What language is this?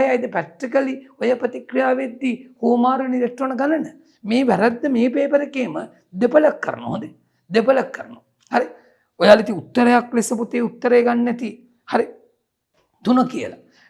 Sinhala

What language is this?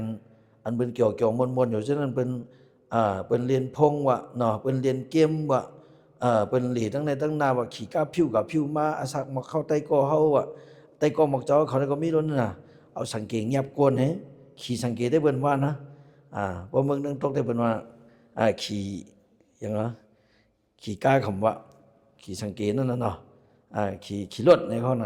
Shan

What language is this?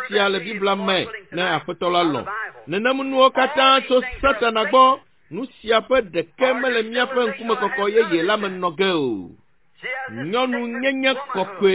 Ewe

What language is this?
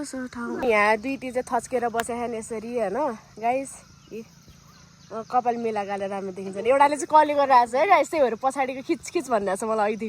Nepali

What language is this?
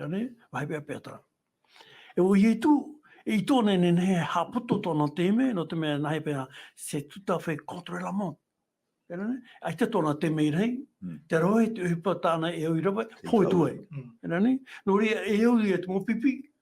Tahitian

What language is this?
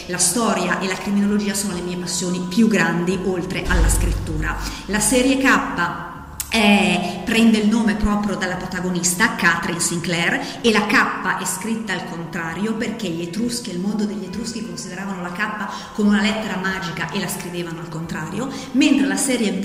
Italian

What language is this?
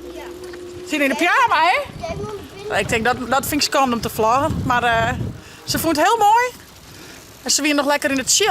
Western Frisian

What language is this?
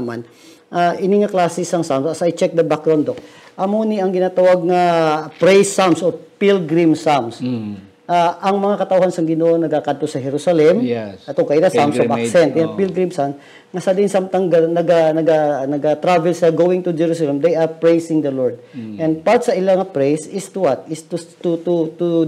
Hiligaynon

